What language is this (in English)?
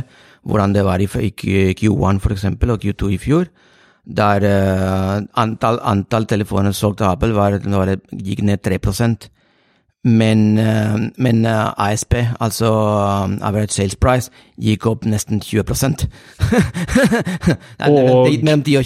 Norwegian